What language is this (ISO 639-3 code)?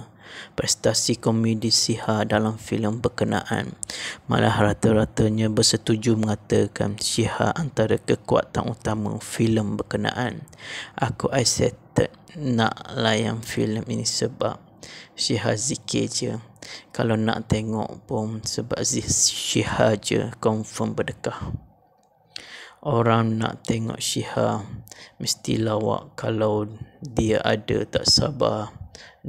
msa